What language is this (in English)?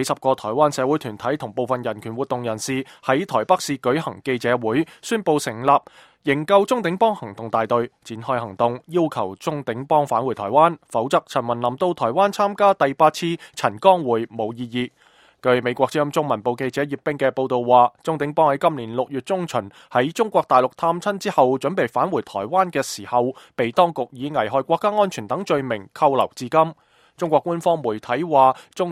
Cantonese